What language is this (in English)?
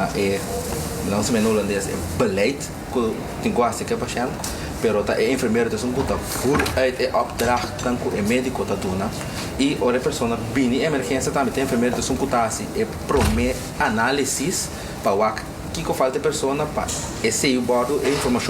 Papiamento